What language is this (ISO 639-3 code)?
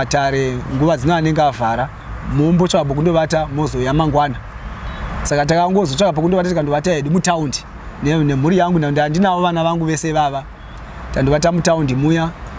sna